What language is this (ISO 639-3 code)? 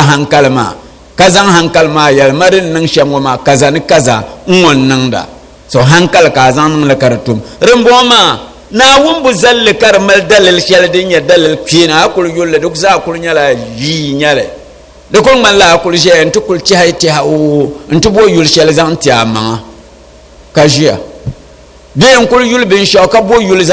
dag